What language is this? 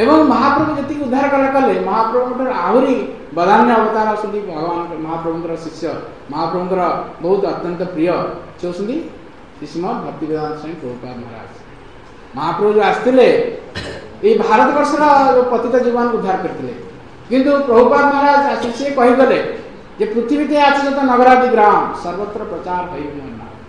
Odia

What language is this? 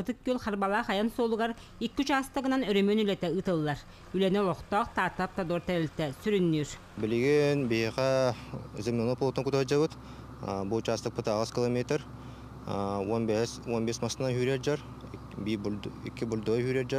Yakut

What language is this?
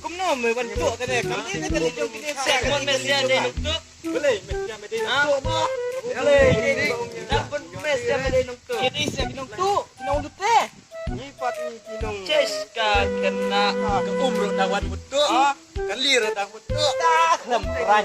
Khasi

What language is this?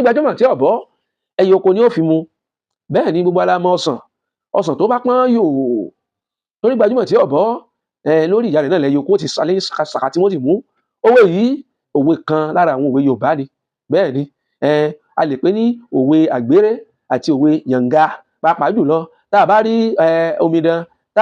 Yoruba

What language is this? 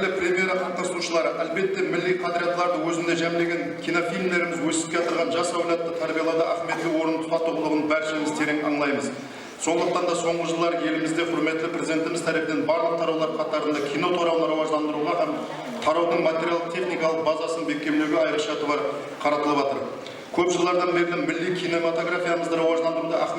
Kara-Kalpak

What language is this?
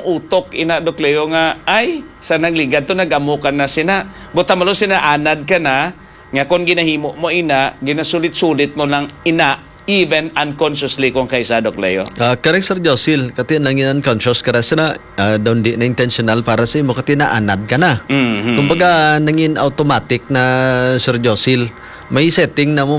Hiligaynon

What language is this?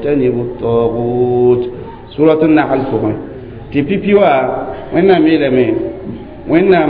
Mossi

